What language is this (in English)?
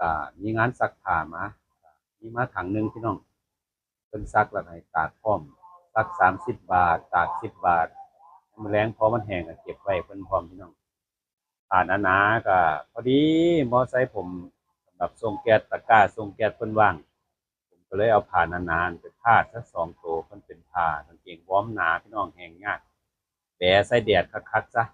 Northeastern Thai